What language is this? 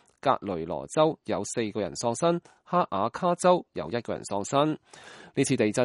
Cantonese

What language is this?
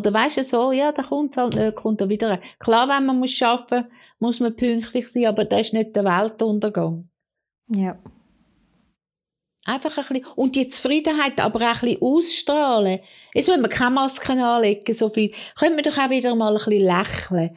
German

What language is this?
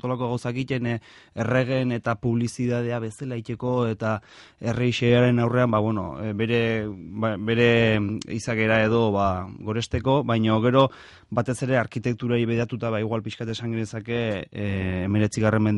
Basque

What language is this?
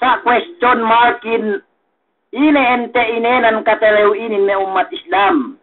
Yakan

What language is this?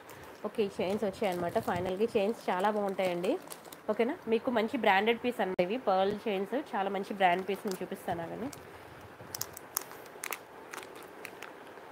Telugu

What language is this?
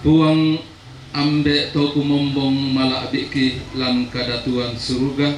Toraja-Sa'dan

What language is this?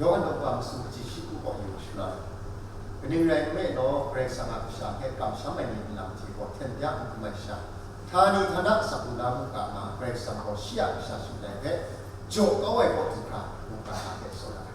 Kachin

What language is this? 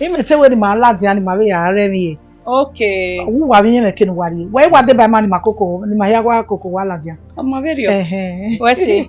Bini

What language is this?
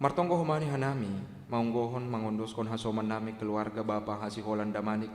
Batak Simalungun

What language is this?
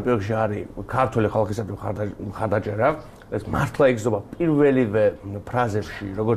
Georgian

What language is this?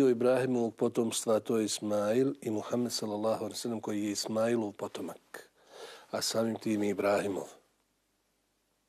Bosnian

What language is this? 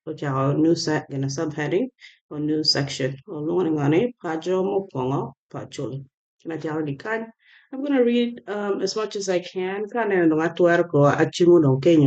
Acoli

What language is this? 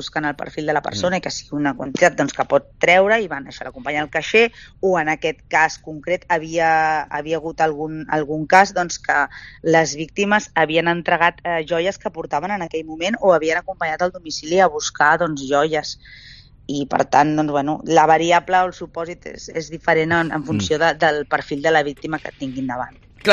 Catalan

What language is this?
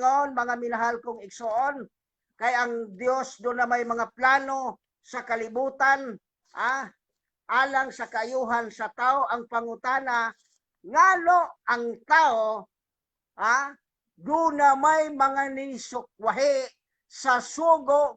Cebuano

